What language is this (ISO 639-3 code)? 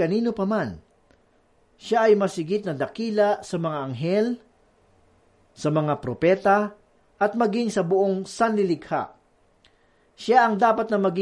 fil